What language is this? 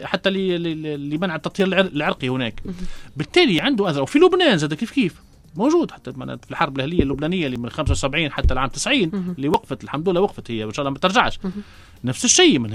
Tunisian Arabic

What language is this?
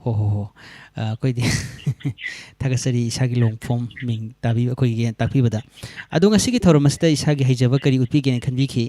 Manipuri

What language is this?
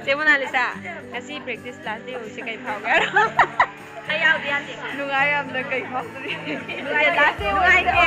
Manipuri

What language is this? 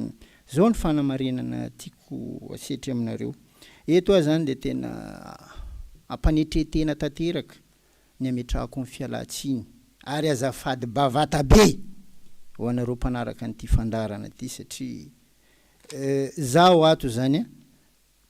Malagasy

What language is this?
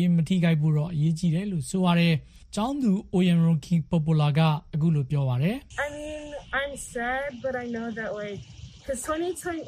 Burmese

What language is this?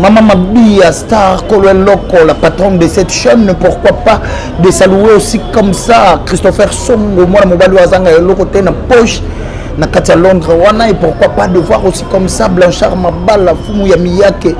Lingala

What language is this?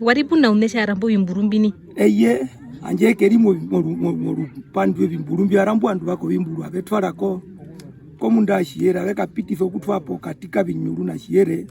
Herero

